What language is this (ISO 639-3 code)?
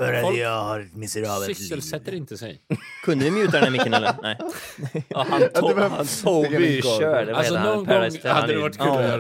swe